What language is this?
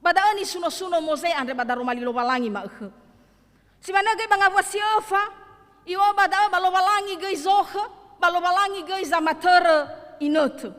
Nias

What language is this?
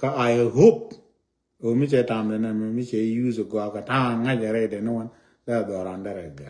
Nuer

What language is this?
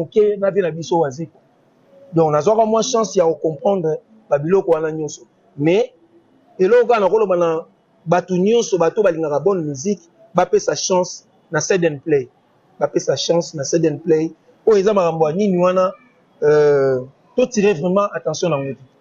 Lingala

